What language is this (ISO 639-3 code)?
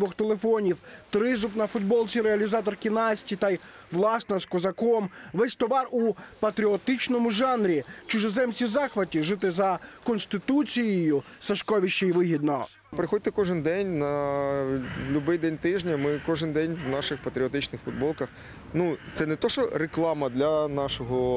ukr